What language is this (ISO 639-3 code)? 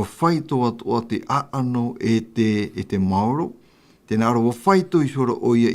tah